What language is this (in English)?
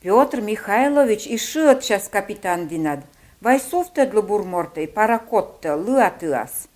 Komi